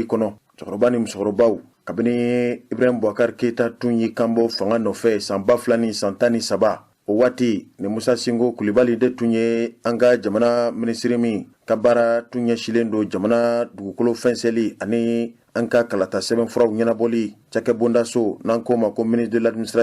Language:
Bambara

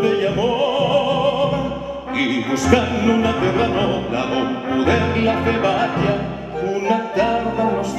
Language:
Catalan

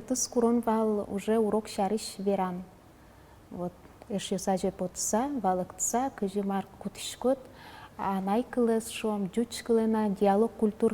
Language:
Udmurt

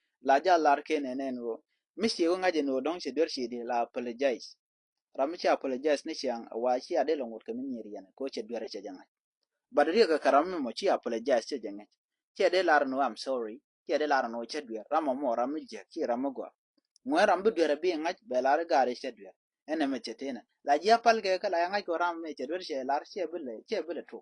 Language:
Nuer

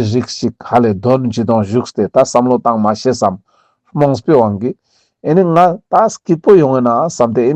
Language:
Ladakhi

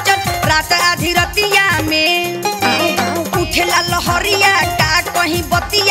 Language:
Bhojpuri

